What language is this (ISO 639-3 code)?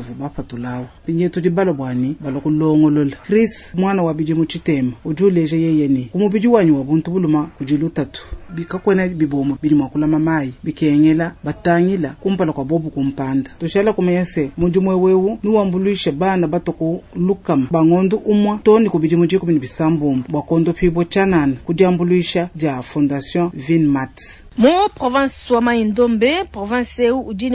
lua